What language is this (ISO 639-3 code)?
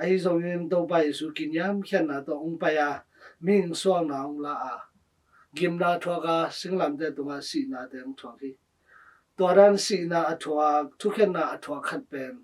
ctd